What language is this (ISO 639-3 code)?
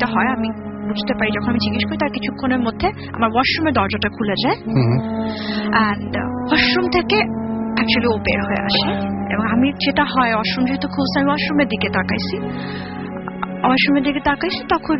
ben